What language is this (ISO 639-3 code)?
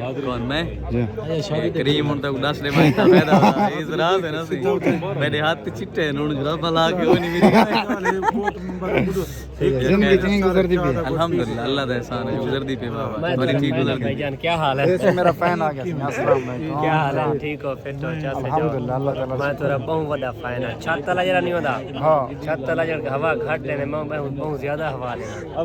skr